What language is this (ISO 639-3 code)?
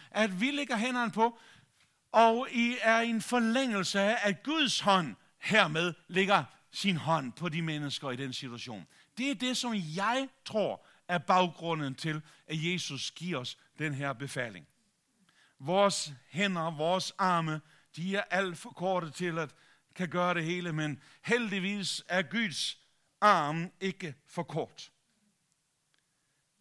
dan